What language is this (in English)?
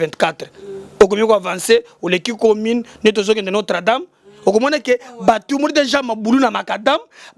Lingala